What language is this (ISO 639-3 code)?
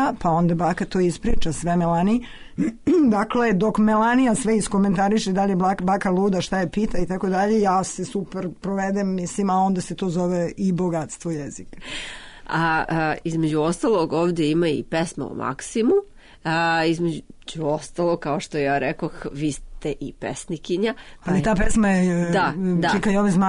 srp